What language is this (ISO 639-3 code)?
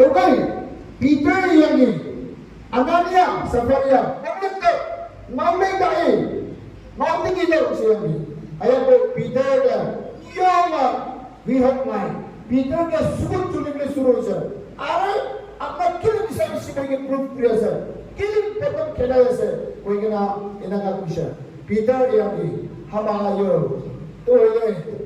nag